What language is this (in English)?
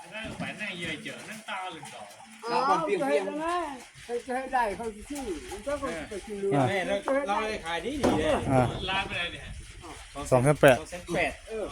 Northeastern Thai